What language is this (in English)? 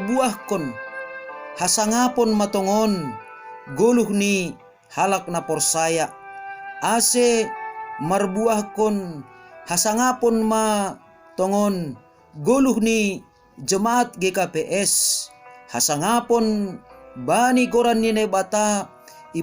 Batak Simalungun